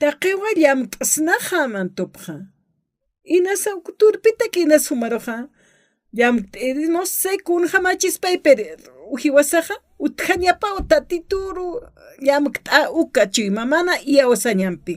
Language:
Aymara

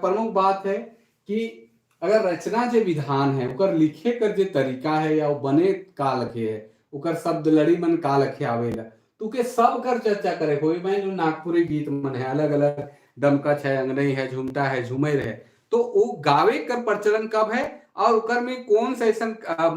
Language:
Sadri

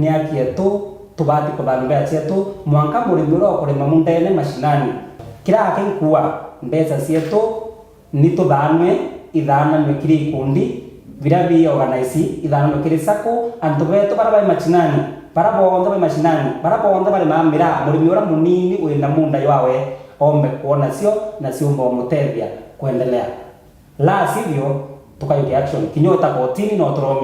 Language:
Meru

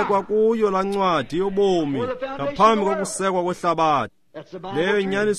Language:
Xhosa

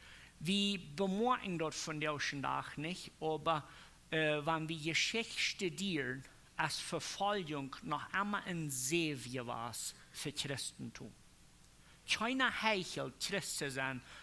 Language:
Plautdietsch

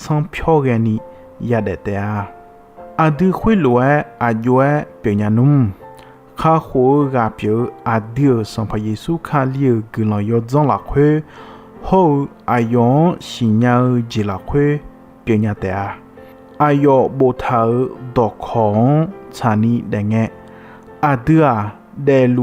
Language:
Akha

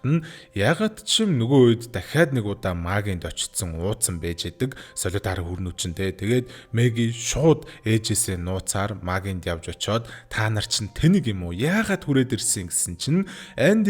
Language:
Mongolian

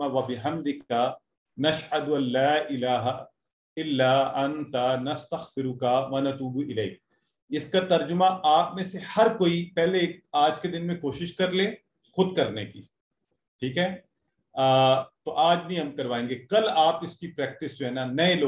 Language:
Urdu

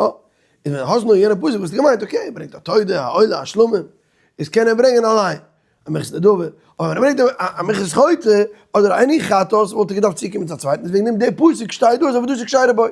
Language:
Yiddish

